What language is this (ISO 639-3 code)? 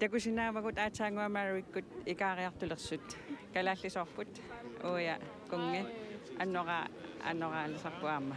kal